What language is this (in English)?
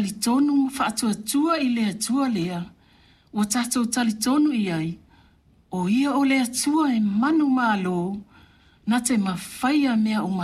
Samoan